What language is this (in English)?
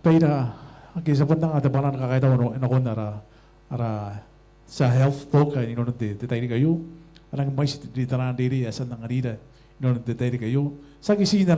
Gilbertese